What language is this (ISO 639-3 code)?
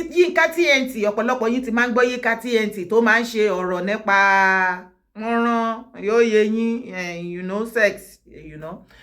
yor